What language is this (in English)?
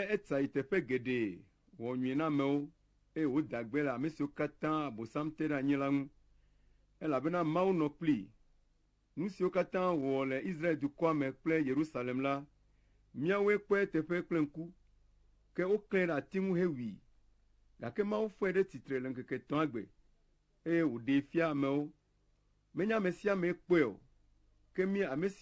Ewe